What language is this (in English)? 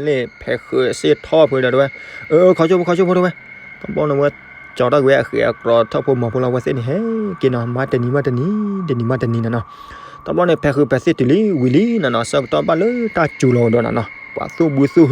S'gaw Karen